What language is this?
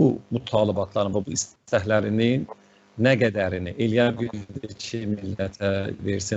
South Azerbaijani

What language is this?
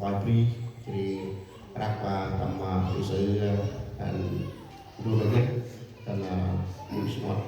Central Mnong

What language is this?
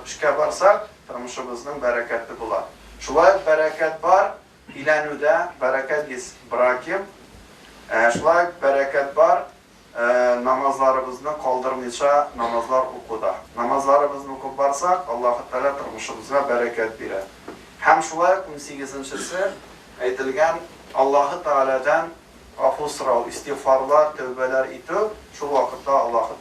Tatar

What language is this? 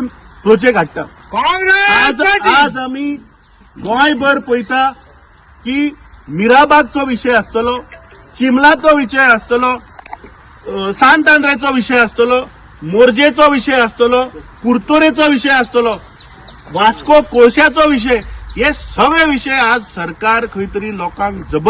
Konkani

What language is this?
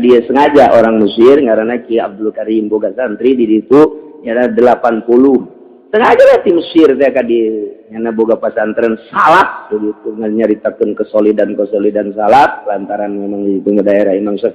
Sundanese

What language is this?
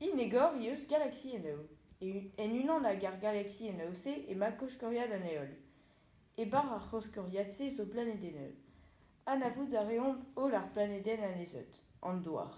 Breton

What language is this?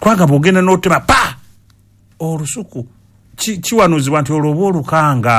Ganda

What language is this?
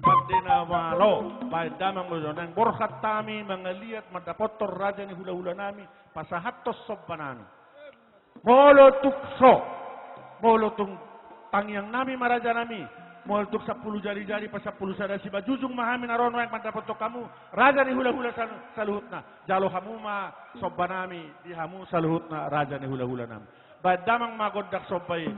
Batak Toba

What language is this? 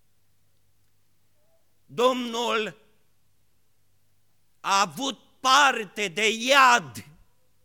Romanian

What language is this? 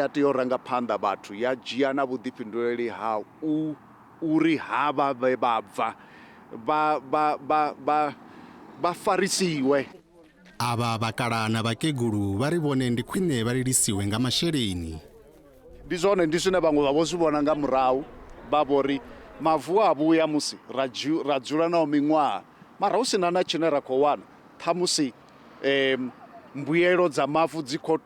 Venda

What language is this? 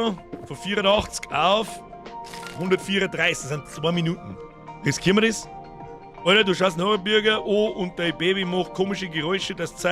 Bavarian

